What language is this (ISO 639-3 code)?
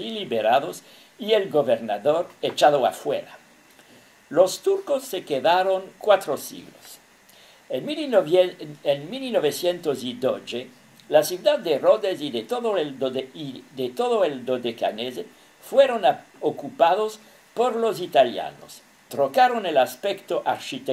lad